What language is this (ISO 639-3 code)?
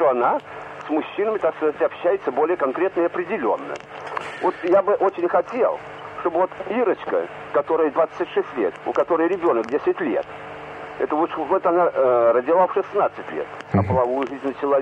rus